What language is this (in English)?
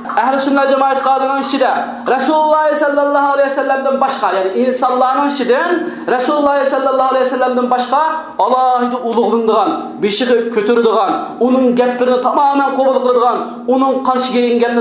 Uyghur